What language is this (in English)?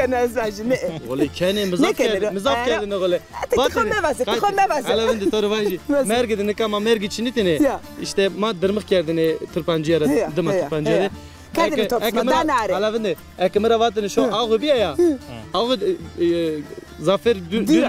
Zaza